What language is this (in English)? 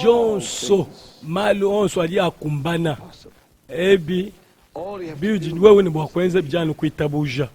Luba-Lulua